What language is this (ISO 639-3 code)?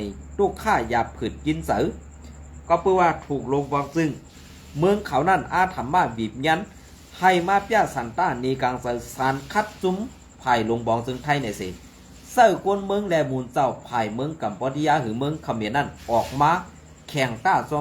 shn